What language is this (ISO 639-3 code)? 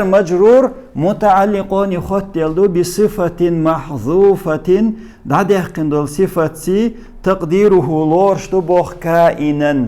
che